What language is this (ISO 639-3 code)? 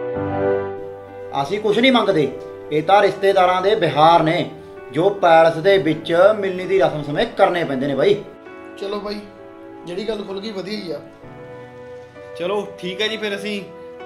pan